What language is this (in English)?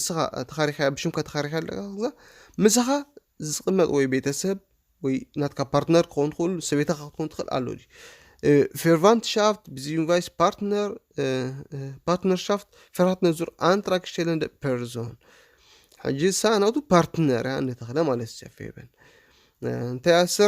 Tigrinya